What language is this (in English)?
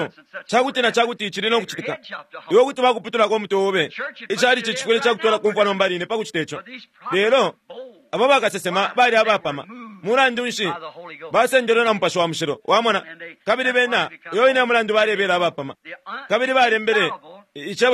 Bemba